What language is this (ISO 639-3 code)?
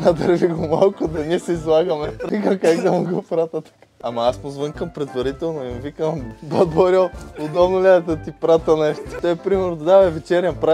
bul